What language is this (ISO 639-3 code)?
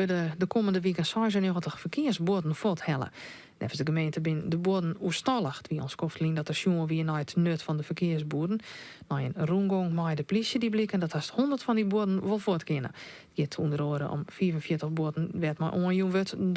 fry